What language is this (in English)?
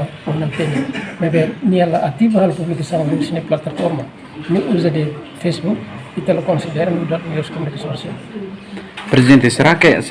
Tetum